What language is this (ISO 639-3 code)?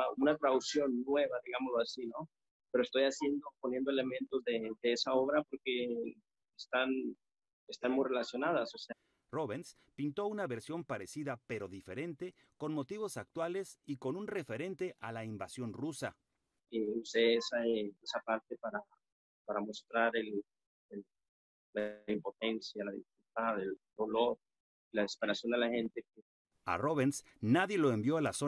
spa